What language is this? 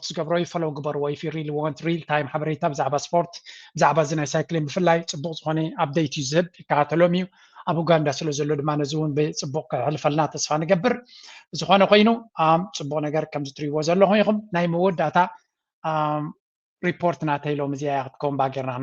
Tigrinya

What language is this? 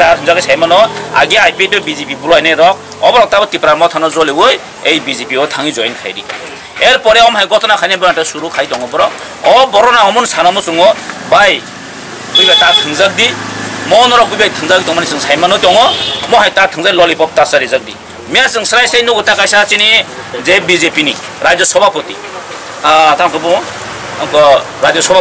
Kok Borok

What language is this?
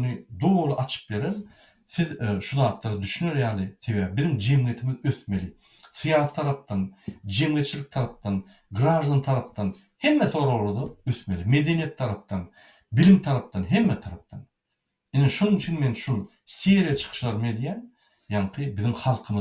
Turkmen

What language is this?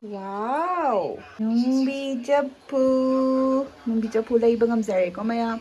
Manipuri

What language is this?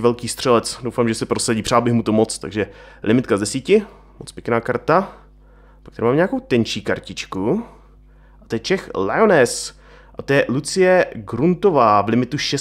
Czech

